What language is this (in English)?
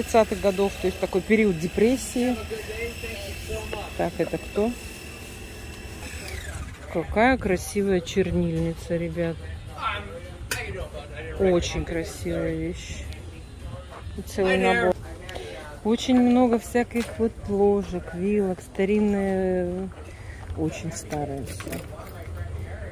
Russian